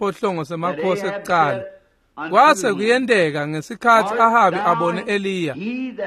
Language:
Swati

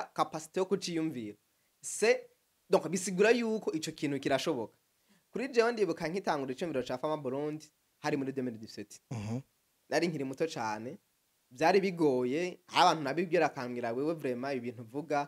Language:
Rundi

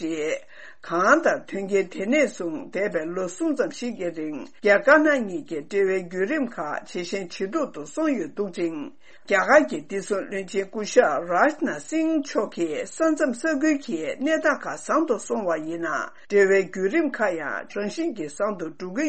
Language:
Tibetan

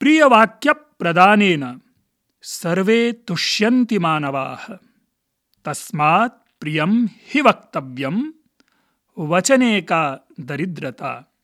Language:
Sanskrit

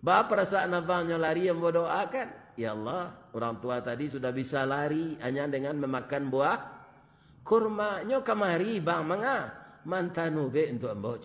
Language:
Minangkabau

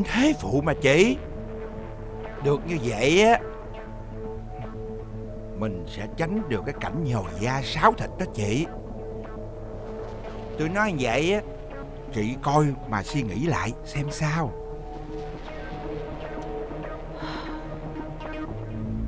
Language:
Vietnamese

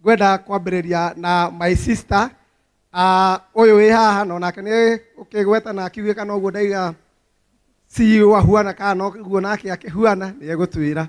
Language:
Kikuyu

